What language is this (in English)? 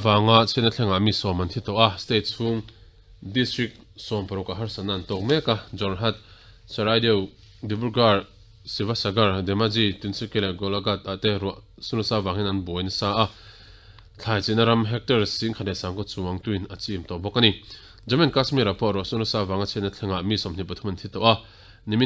Mizo